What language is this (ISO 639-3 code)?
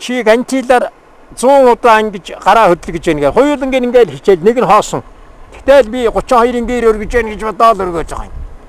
mon